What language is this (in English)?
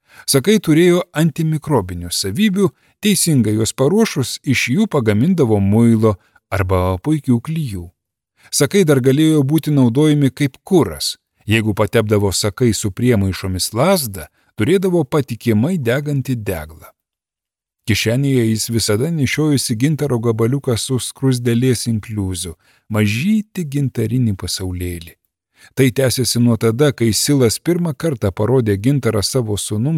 Lithuanian